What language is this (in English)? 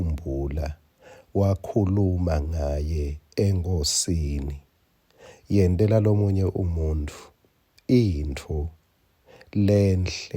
Swati